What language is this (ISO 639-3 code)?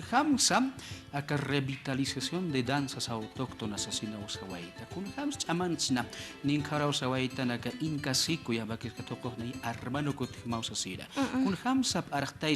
aym